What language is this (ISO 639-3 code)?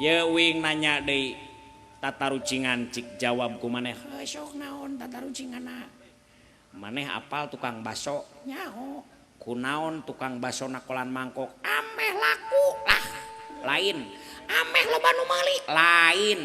sun